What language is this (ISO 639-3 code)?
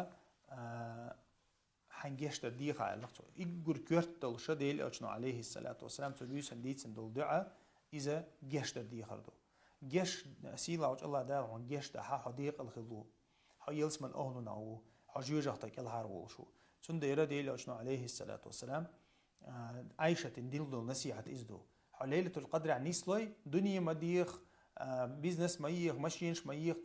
che